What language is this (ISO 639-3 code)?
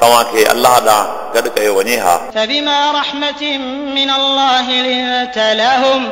snd